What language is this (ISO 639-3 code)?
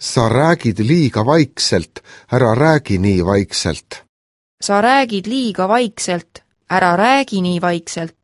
est